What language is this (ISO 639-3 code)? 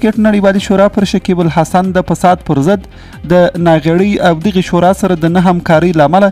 pus